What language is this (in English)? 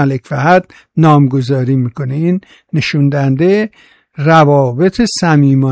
Persian